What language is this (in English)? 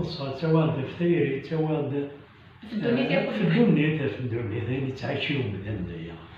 Kabyle